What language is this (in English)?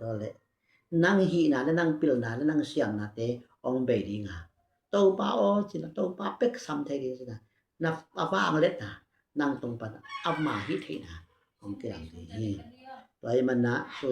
Tedim Chin